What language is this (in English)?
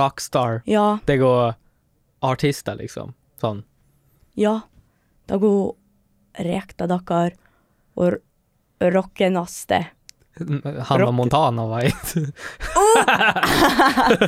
Norwegian